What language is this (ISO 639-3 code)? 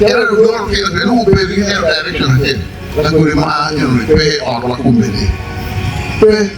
ach